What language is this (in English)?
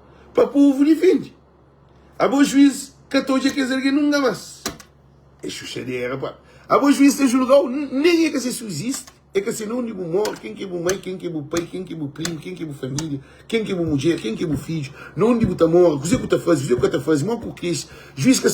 Kabuverdianu